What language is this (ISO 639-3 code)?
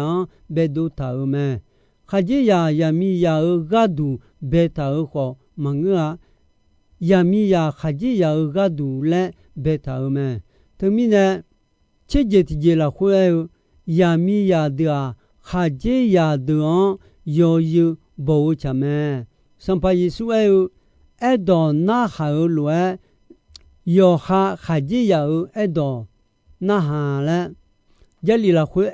ahk